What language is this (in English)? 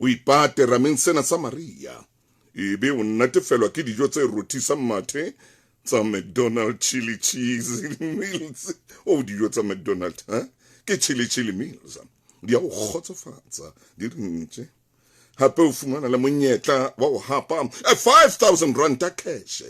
Southern Sotho